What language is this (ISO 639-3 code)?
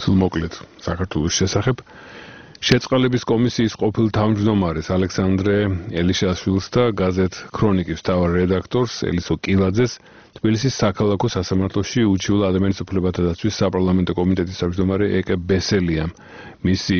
kat